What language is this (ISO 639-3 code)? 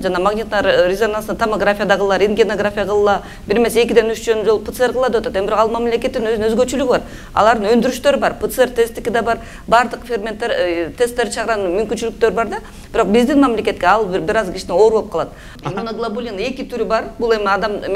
kir